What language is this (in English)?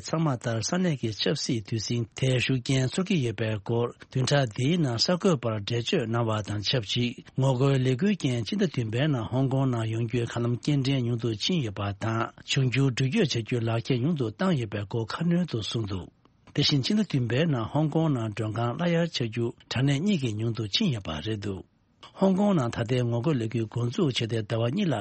Tibetan